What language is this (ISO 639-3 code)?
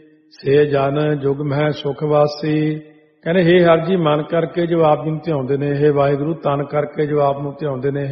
pan